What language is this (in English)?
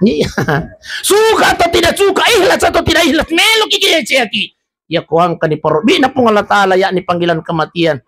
Buginese